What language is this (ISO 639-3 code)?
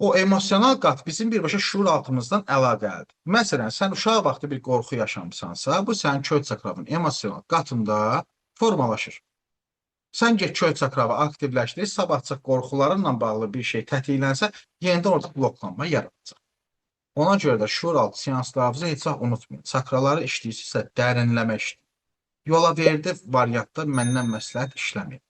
aze